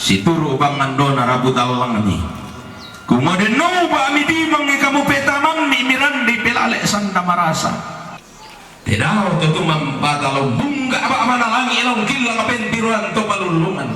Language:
Toraja-Sa'dan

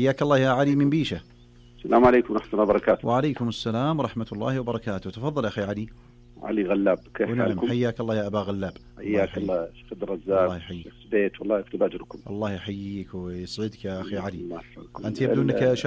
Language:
Najdi Arabic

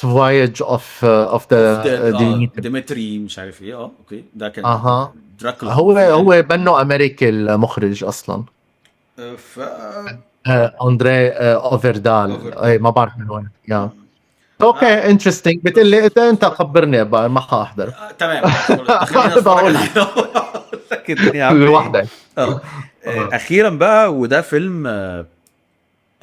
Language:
Egyptian Arabic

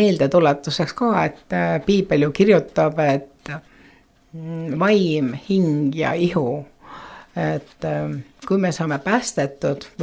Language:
Estonian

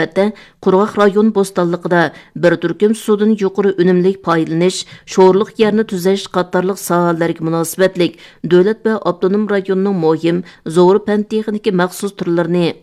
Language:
Uyghur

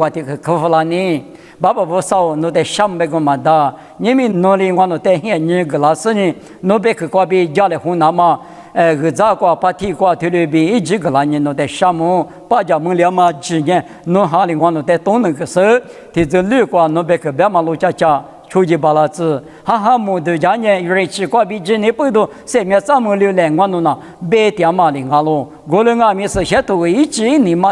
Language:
Lisu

